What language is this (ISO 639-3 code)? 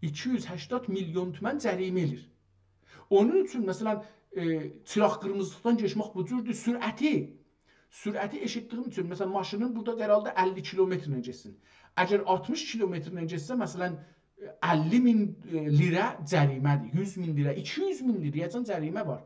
azb